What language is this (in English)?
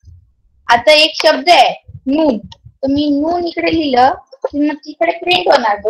Marathi